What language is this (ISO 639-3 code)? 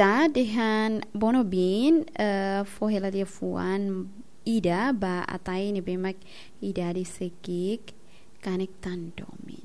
tet